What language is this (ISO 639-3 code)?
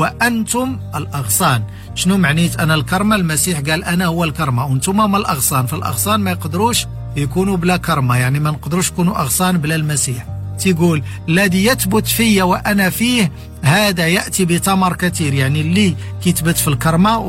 ary